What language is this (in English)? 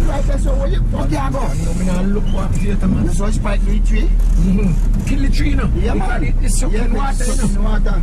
Jamaican Creole English